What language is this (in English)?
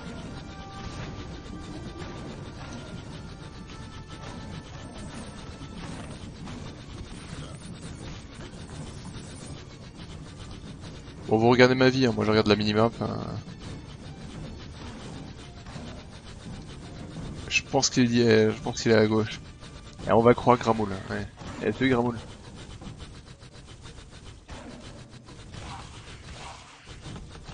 French